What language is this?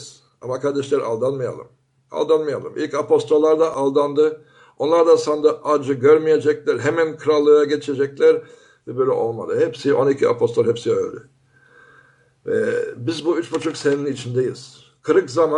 Turkish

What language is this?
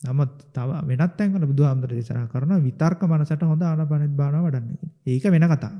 Sinhala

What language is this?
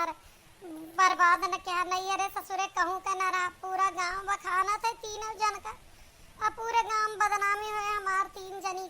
Awadhi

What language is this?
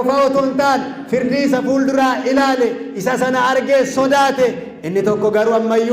Oromo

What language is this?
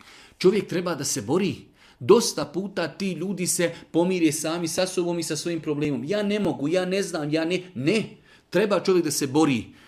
Bosnian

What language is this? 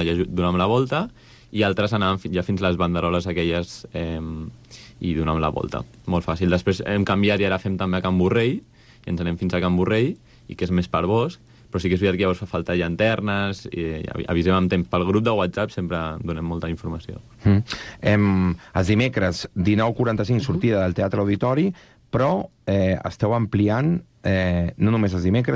Catalan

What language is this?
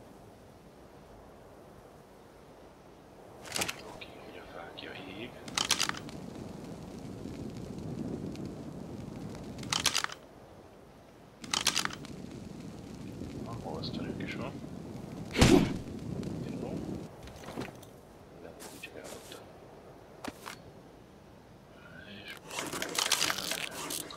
Hungarian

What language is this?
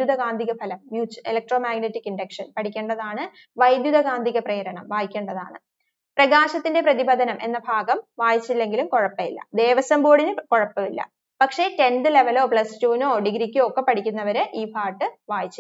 Malayalam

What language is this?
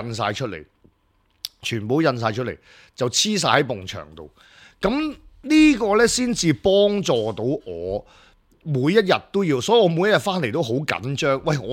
Cantonese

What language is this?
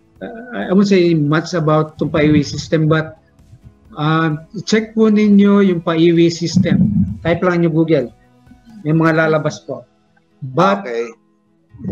Filipino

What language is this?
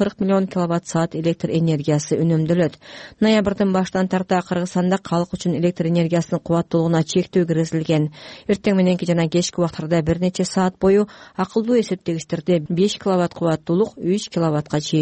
Kyrgyz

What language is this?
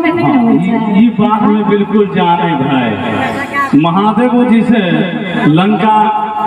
Maithili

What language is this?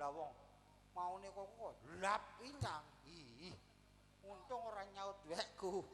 Javanese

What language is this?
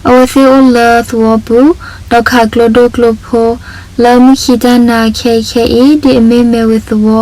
S'gaw Karen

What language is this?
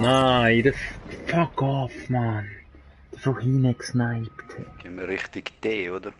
Swiss German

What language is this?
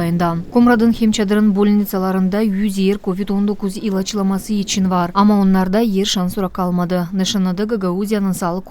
Gagauz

